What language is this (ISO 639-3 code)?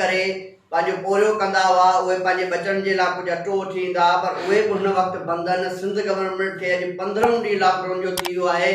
snd